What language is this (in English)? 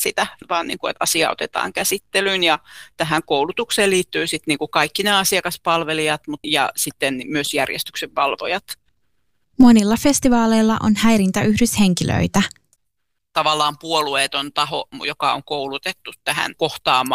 Finnish